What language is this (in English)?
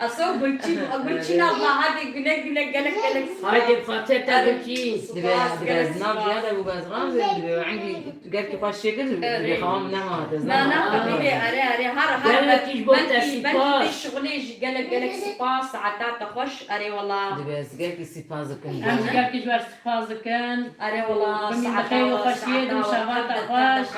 Kurdish